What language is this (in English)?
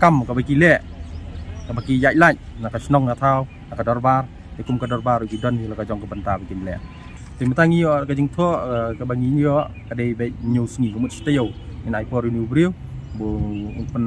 Khasi